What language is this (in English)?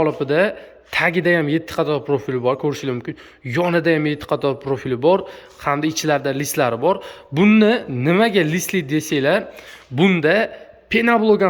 Uzbek